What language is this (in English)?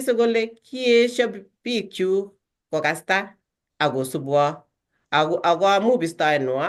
Kalenjin